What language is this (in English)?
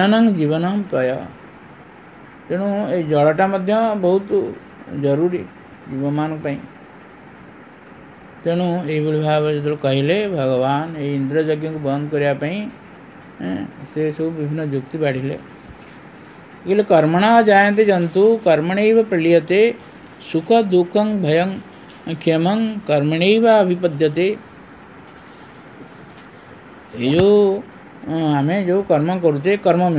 Odia